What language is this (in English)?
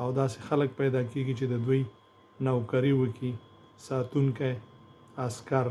Pashto